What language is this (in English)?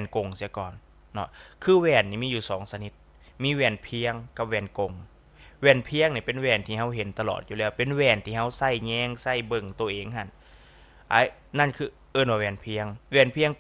Lao